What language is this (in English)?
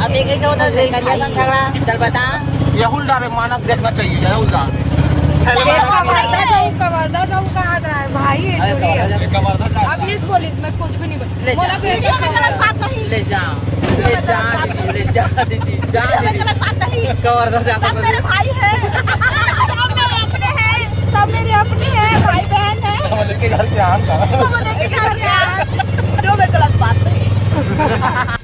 Chhattisgarhi